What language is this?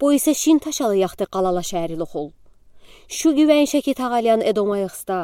Udi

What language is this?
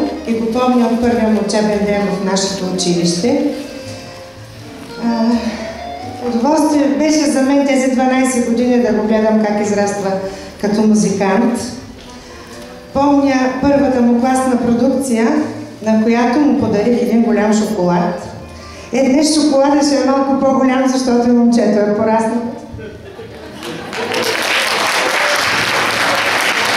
Bulgarian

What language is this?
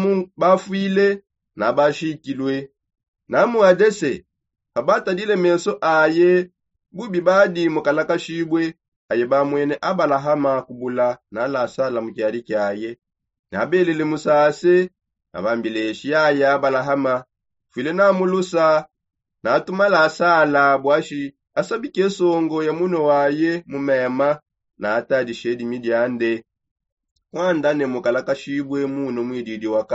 Songe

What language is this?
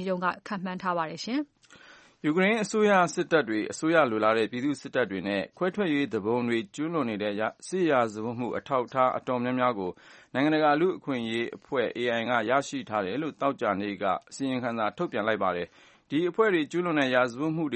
Burmese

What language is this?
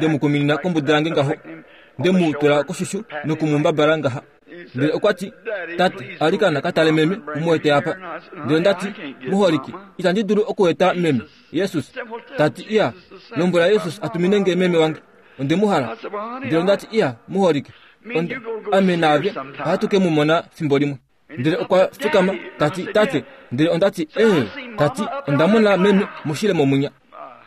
Kuanyama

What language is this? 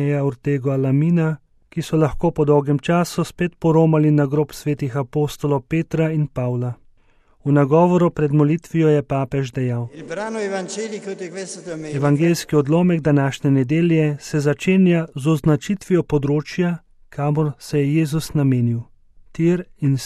Slovenian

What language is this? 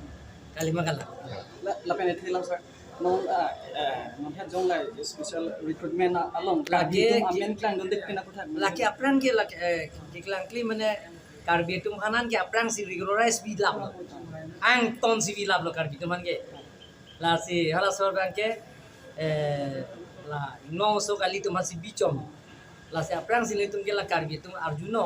Karbi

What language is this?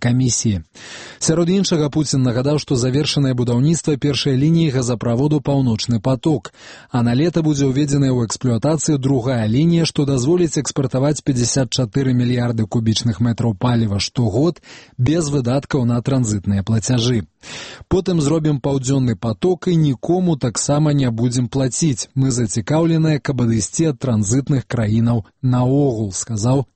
Belarusian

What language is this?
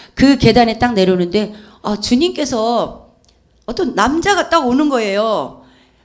Korean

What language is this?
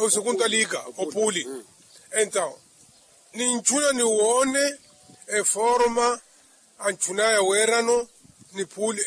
Makhuwa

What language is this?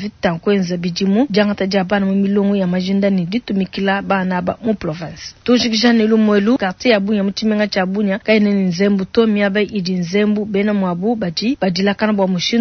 Luba-Lulua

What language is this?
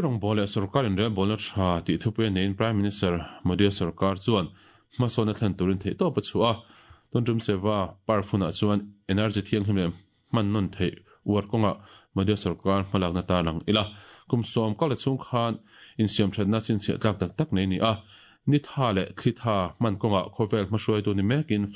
Mizo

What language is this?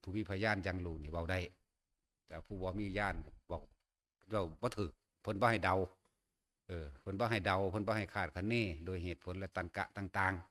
Northeastern Thai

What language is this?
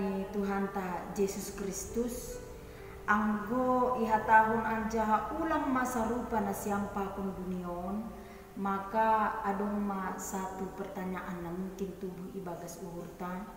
Batak Simalungun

